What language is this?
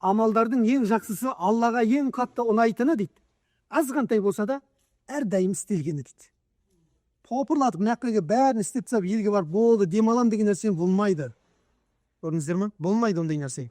Kazakh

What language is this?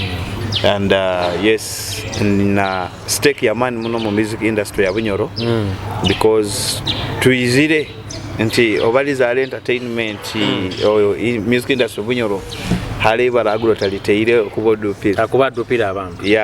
Nyoro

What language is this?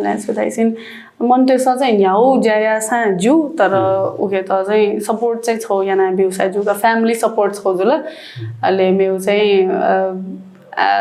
Newari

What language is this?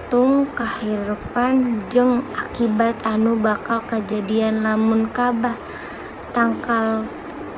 Sundanese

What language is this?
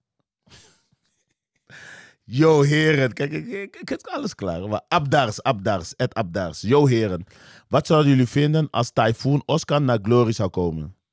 Dutch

